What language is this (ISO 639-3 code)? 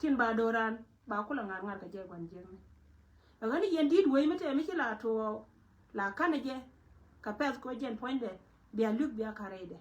nus